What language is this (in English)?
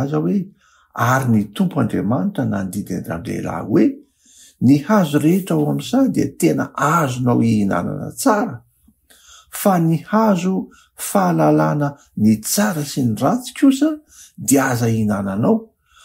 Malagasy